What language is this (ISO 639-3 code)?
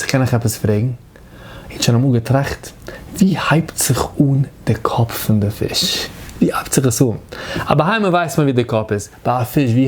yid